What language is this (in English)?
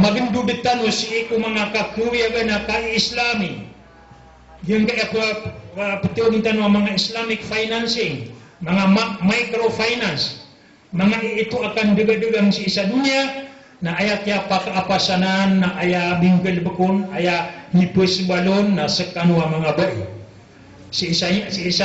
Maranao